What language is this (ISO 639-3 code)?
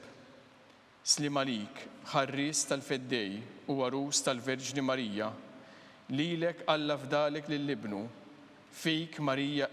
mlt